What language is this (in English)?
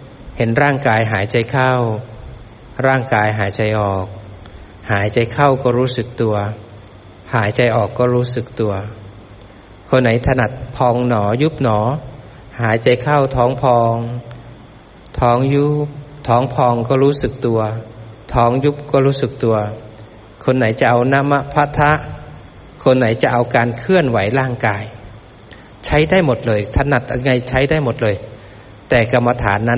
Thai